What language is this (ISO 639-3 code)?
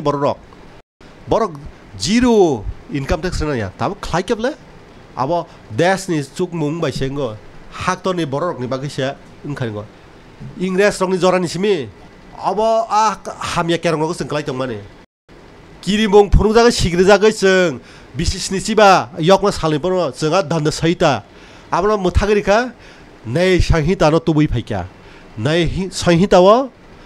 trp